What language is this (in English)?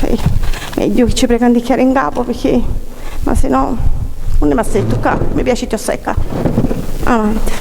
Sicilian